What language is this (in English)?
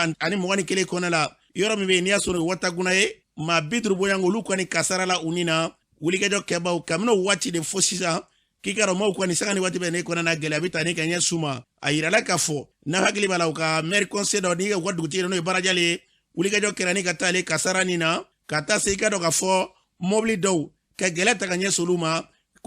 Bambara